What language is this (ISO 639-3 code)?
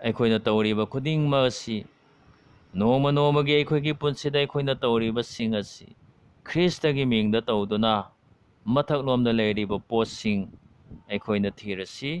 mni